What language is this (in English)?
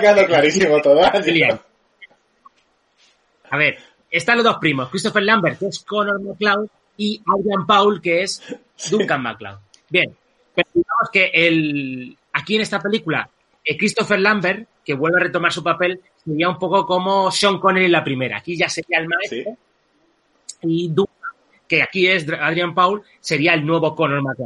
Spanish